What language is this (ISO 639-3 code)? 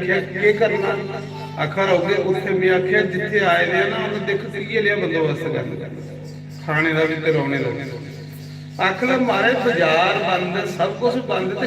doi